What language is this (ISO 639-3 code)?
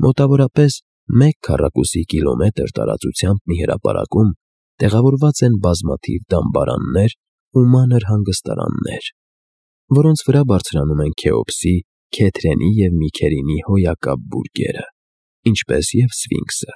hye